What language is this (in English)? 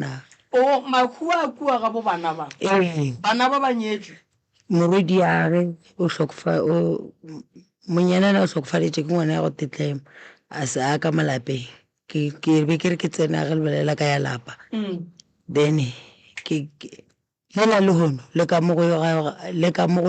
Northern Sotho